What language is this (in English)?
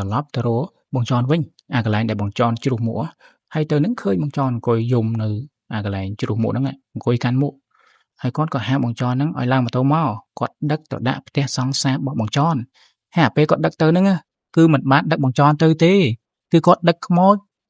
Khmer